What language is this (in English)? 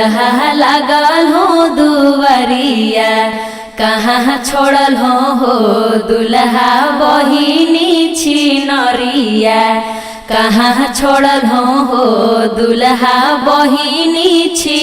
Magahi